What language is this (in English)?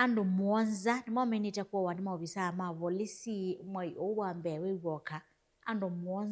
Kamba